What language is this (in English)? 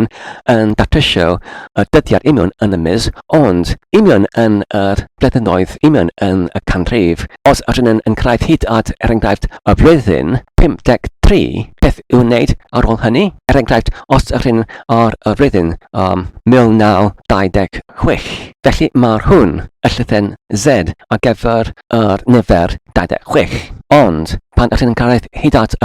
Welsh